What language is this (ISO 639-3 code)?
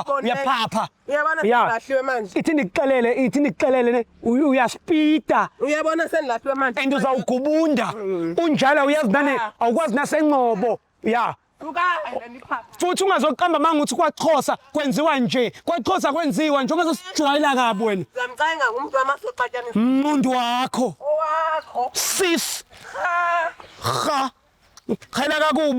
zul